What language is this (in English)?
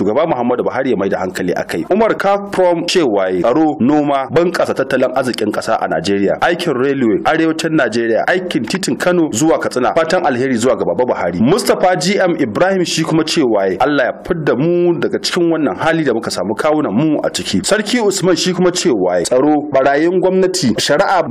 Hausa